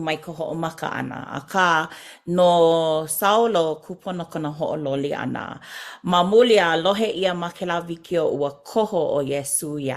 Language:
Hawaiian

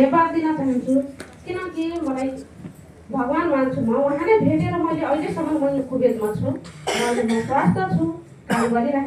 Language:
Nepali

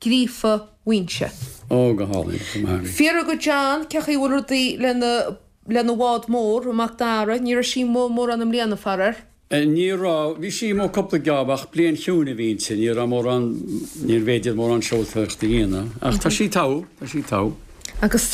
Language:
Irish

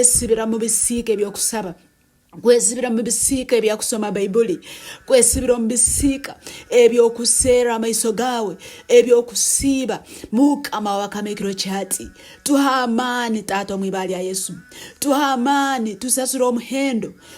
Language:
Nyankole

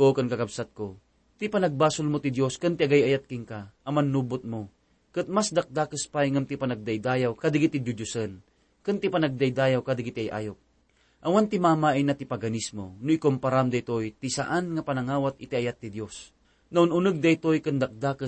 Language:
Iloko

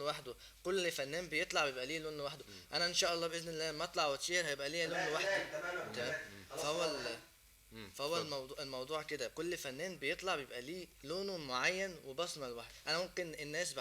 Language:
Egyptian Arabic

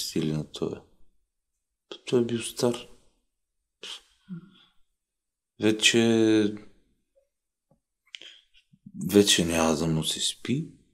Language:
Bulgarian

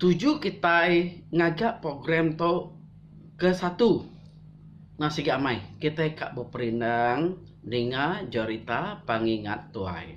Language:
Iban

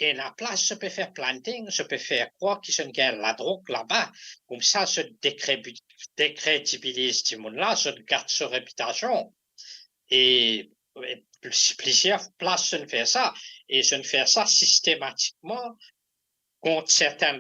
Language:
Morisyen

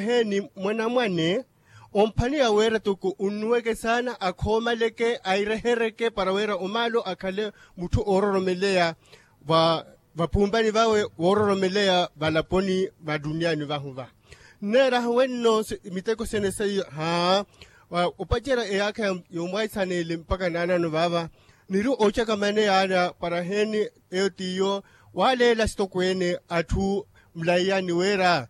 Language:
Makhuwa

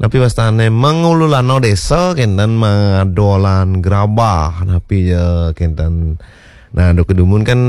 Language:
Balinese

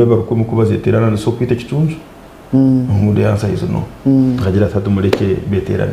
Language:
Nyankole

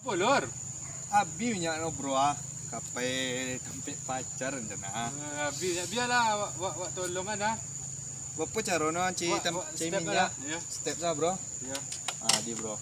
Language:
Minangkabau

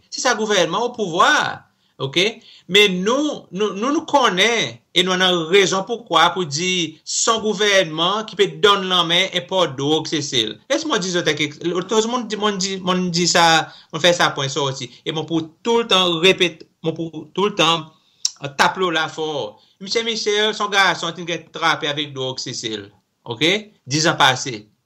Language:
Seselwa Creole French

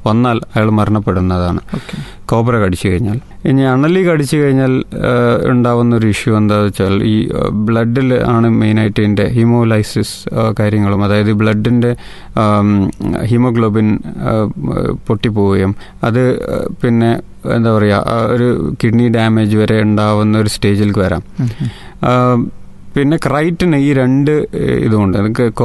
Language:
Malayalam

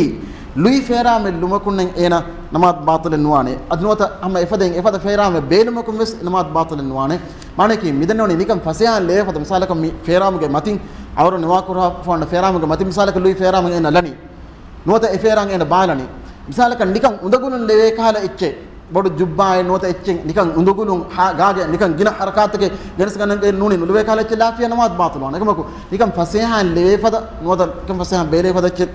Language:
Divehi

